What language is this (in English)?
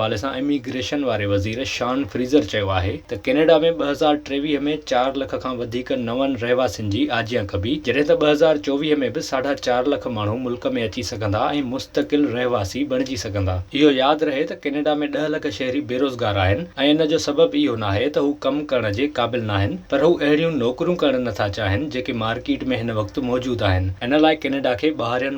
Sindhi